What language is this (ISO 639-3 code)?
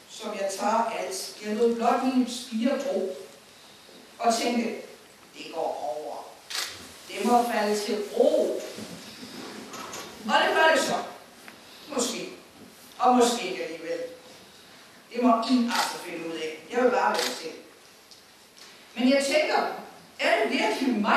dan